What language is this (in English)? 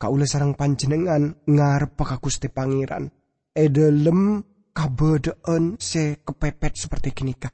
Madurese